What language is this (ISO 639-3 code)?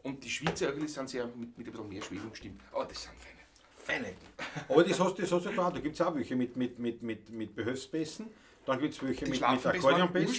bar